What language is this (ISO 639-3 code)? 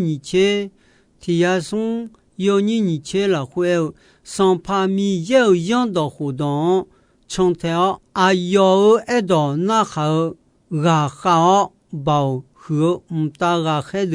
ahk